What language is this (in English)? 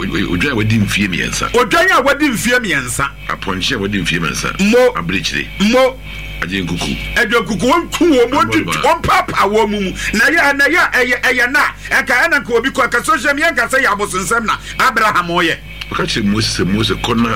Akan